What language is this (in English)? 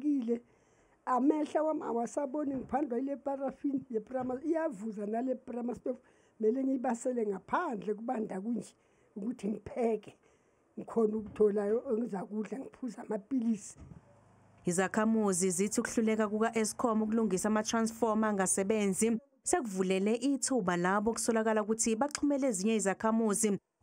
Zulu